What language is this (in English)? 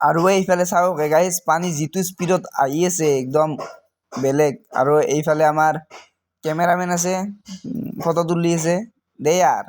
Assamese